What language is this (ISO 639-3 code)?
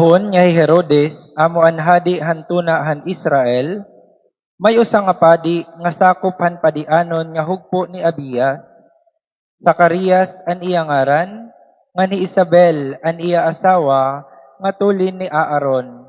war